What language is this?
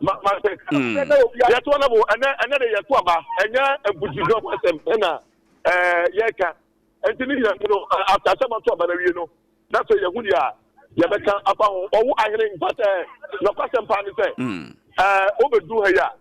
Akan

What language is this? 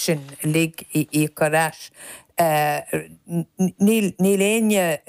Irish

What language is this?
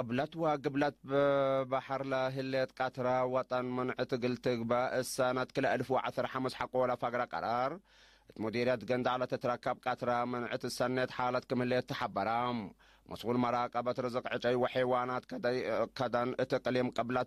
Tigre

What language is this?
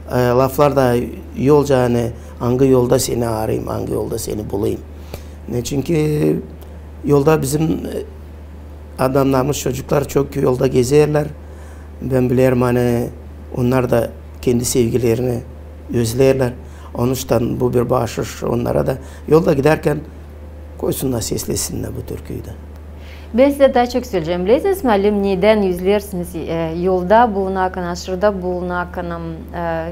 Gagauz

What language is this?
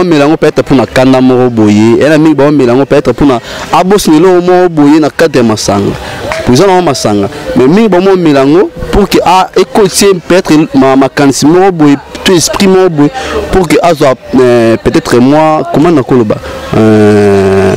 Lingala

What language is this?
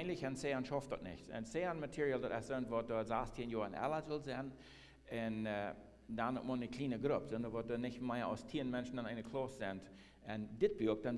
Plautdietsch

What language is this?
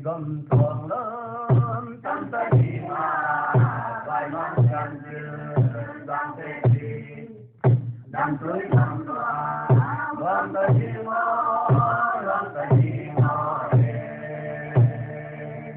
Paite Chin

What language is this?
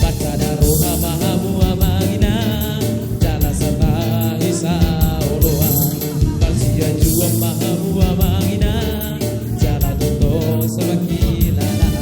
Batak Toba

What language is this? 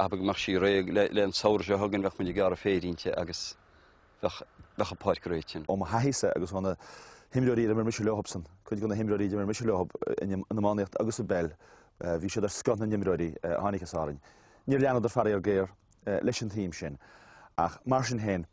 Irish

